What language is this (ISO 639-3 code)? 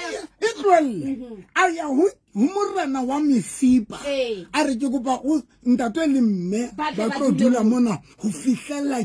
sot